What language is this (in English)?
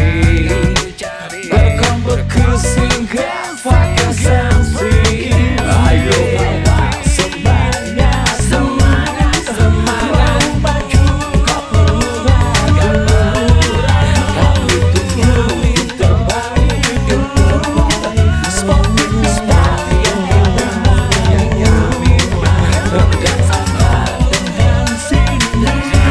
Indonesian